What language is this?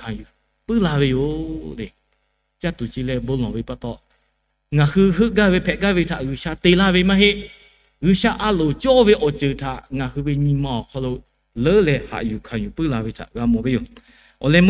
Lahu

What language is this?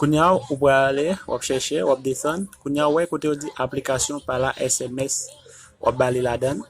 Haitian Creole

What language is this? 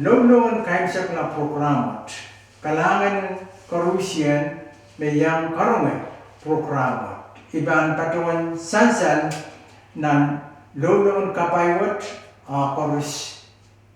Pohnpeian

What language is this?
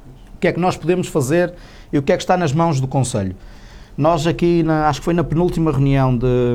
Portuguese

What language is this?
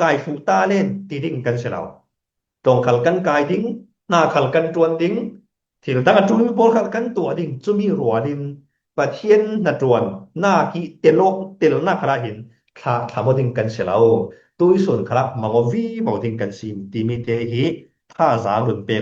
Falam Chin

